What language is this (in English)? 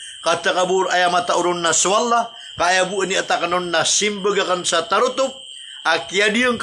Maranao